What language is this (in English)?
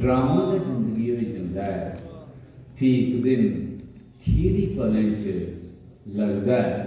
Dogri